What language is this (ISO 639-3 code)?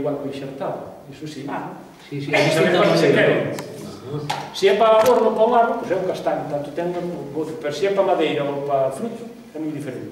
glg